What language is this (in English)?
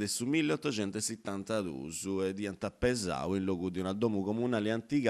Sardinian